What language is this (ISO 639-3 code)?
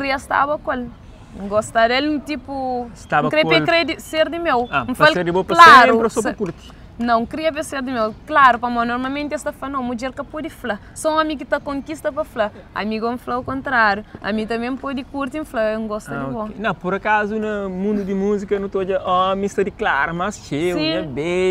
kea